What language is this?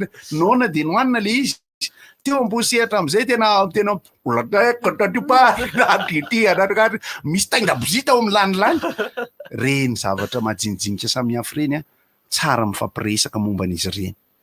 Malagasy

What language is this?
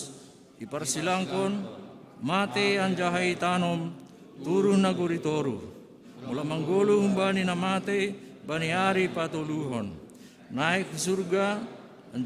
Batak Simalungun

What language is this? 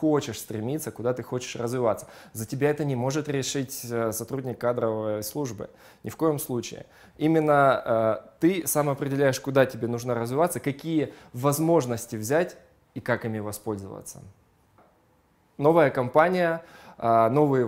Russian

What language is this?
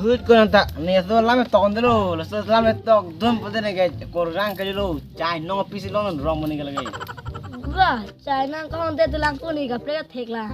Karbi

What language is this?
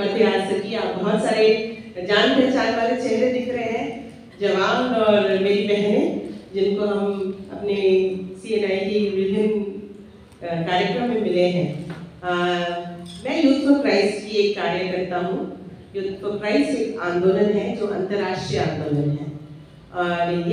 Hindi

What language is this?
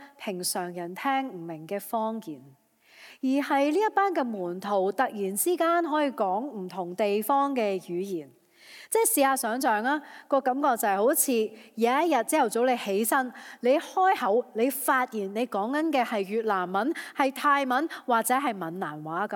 Cantonese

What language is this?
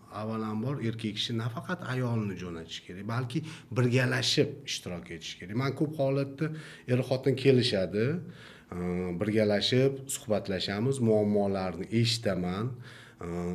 Uzbek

